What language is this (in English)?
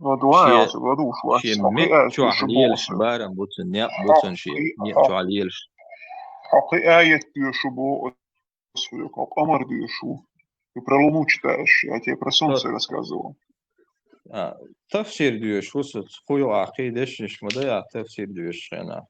Chechen